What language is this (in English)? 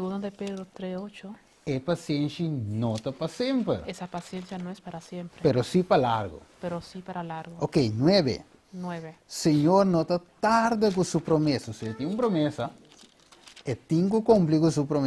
Papiamento